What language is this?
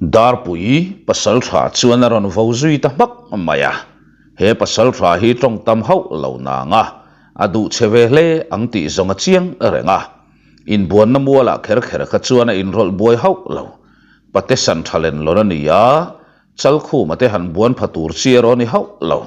Mizo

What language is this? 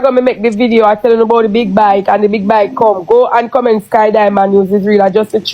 Jamaican Creole English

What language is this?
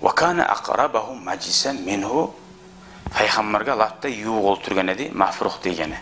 Kumyk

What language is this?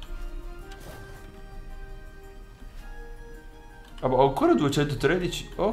Italian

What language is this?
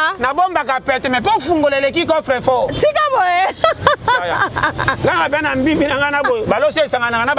Lingala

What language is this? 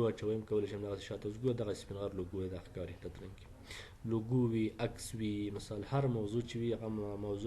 Pashto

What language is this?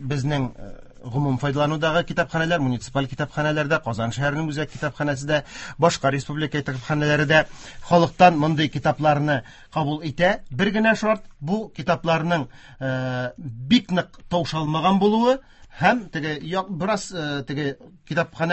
Tatar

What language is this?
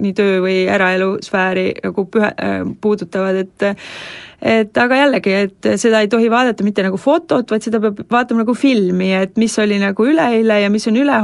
Estonian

